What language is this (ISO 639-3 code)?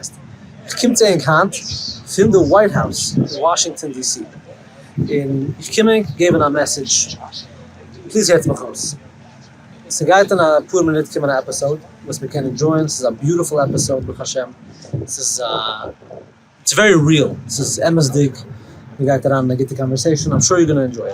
yid